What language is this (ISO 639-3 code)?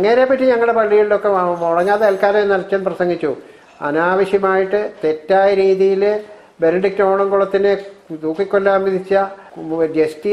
mal